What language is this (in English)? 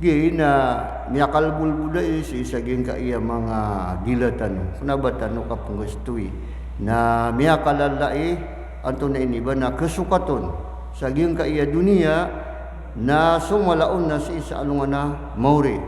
Maranao